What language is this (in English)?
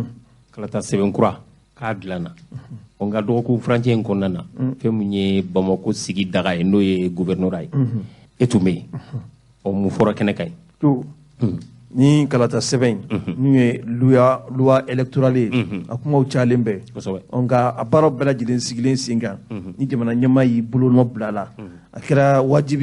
Bambara